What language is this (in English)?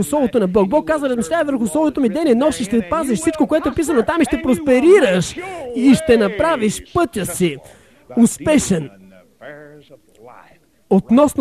Bulgarian